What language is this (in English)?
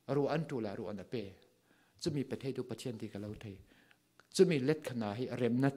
Falam Chin